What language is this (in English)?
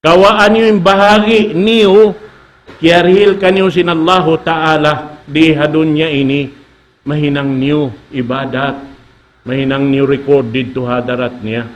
Tausug